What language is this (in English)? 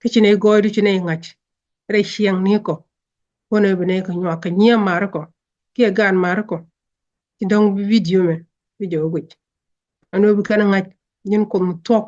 Nuer